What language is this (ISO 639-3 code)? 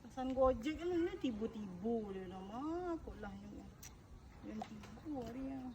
min